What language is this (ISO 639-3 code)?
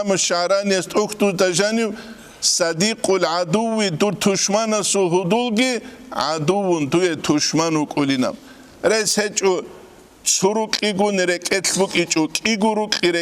ava